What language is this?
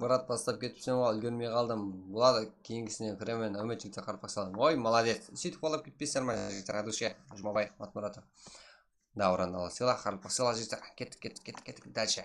Kara-Kalpak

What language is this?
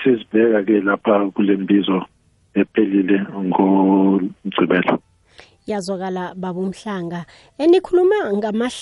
South Ndebele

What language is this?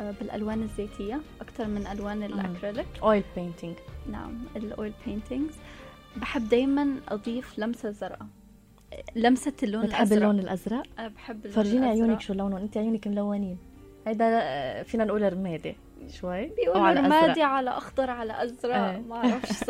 North Levantine Arabic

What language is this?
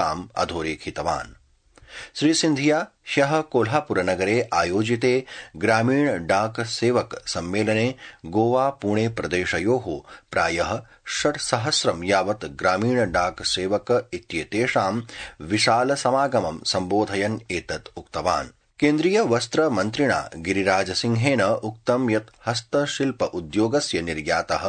Sanskrit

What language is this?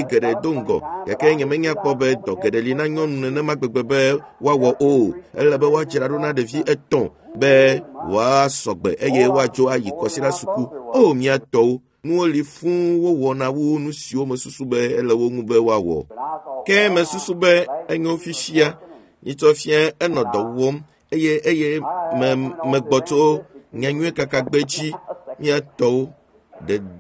Ewe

